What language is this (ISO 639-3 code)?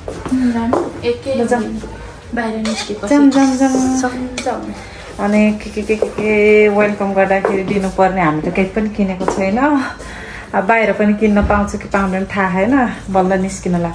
nep